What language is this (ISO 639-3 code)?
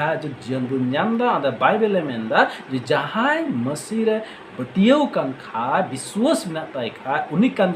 sat